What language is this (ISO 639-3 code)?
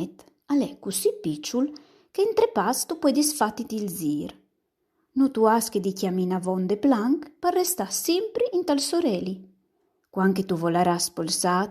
fur